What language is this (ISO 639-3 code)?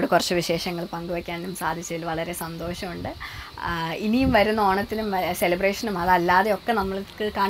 mal